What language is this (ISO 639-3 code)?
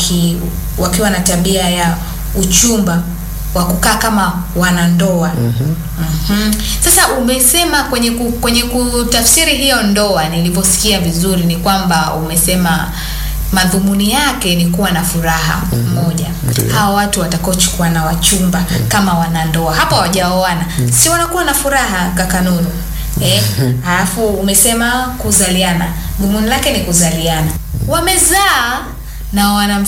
swa